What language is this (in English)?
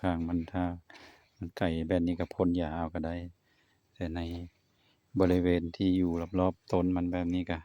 Lao